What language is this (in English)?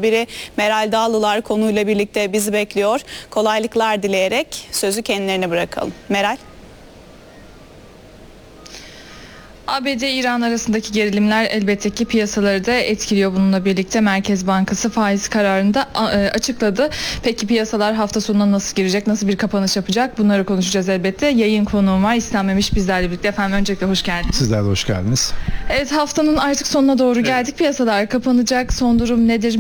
Turkish